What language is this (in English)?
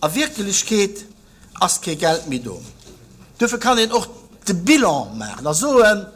Luxembourgish